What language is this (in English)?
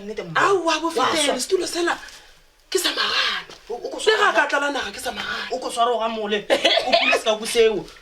Northern Sotho